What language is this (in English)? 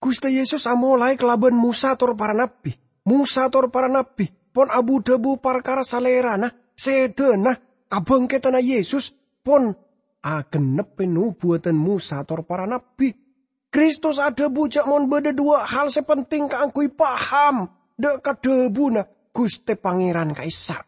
Madurese